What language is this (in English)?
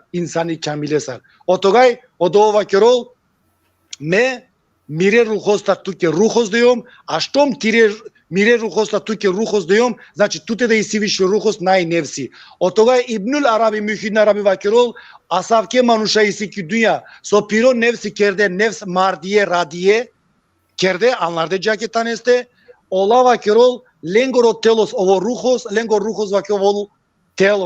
Balkan Romani